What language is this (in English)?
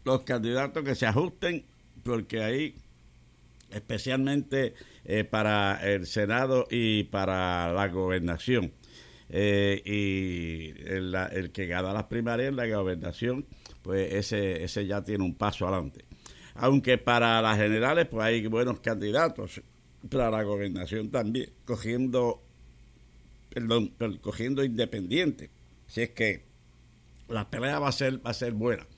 Spanish